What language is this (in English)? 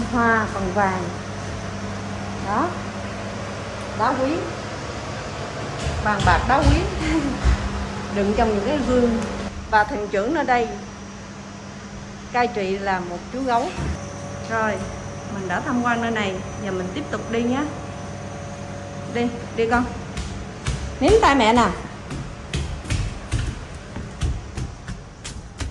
Vietnamese